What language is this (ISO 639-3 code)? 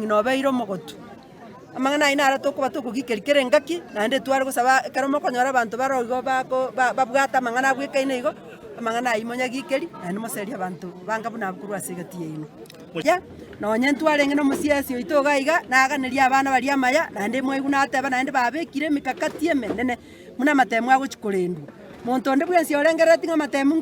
guz